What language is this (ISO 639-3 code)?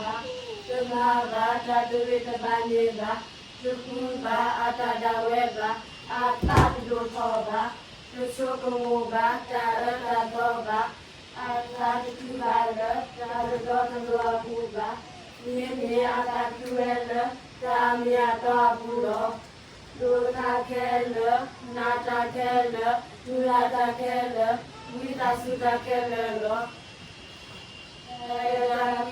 ksw